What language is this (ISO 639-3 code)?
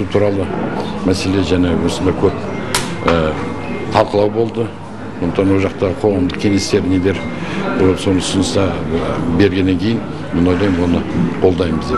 kaz